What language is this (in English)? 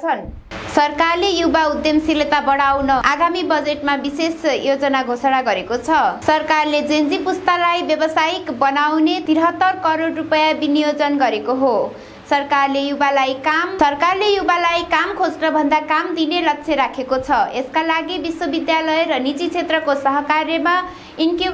Nepali